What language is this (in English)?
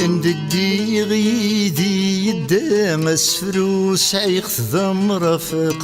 Kabyle